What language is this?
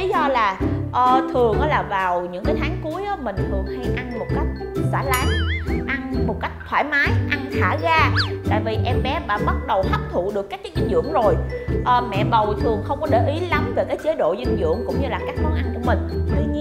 Vietnamese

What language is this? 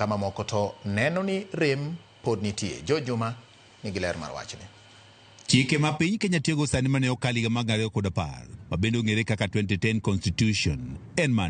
Luo (Kenya and Tanzania)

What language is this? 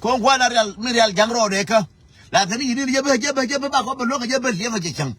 Nuer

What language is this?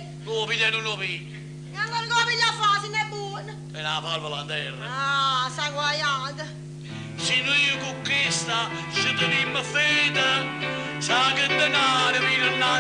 Neapolitan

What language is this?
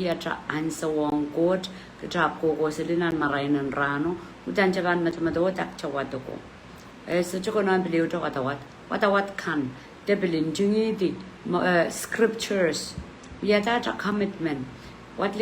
Pohnpeian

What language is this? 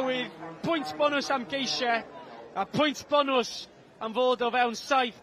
Welsh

